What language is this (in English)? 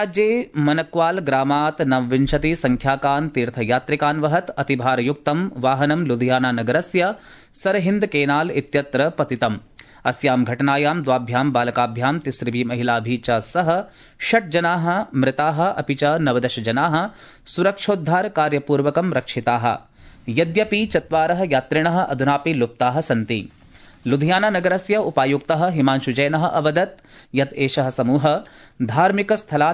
Sanskrit